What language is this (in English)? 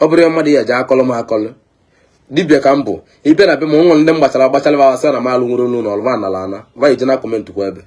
Igbo